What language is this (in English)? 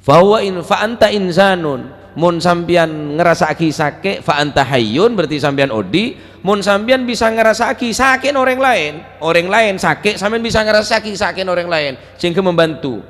Madurese